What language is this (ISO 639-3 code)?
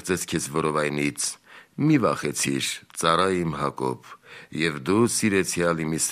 hye